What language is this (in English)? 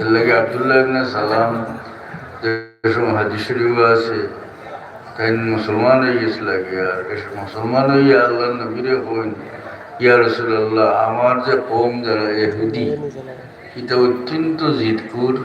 Sylheti